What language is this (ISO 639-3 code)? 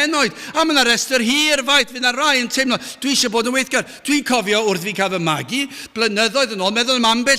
cym